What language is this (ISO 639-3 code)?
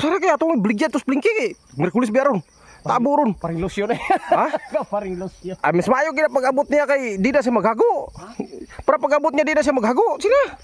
ceb